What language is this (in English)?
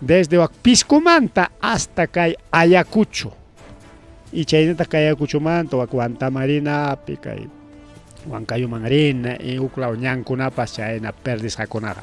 Ayacucho Quechua